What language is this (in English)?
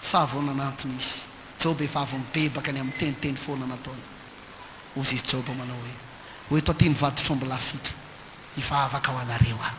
Malagasy